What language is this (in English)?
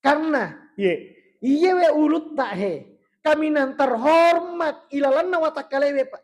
Buginese